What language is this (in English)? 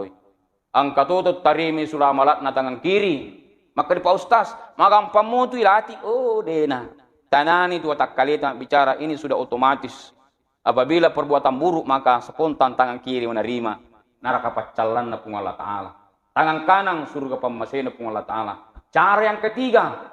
Buginese